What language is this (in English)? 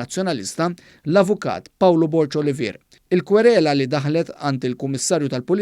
Maltese